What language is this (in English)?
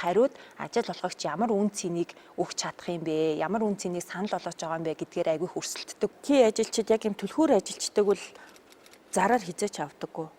Mongolian